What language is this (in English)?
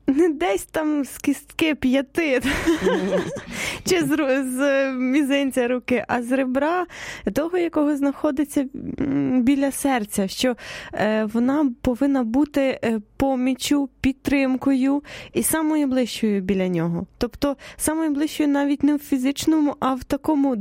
Ukrainian